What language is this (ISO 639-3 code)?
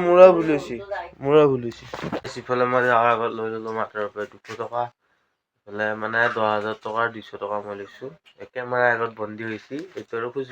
asm